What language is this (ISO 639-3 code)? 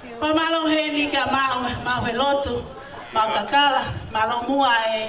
ton